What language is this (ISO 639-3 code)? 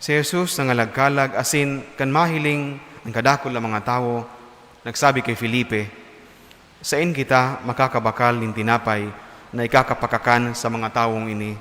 bik